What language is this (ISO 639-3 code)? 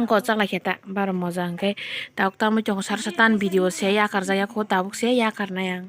trp